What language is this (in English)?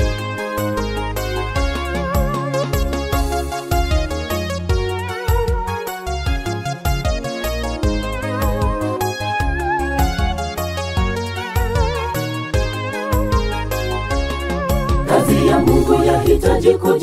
Swahili